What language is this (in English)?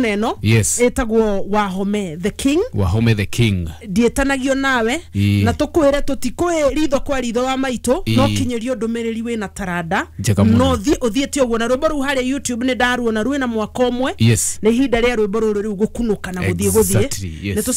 Kikuyu